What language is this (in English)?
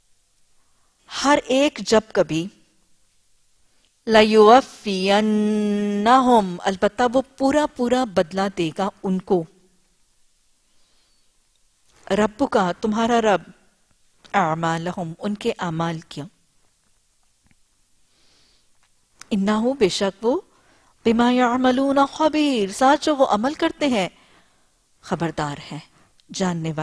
Urdu